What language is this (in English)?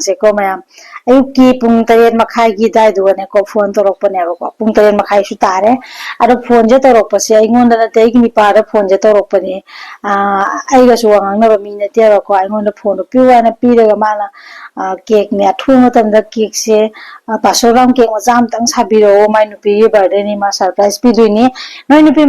Manipuri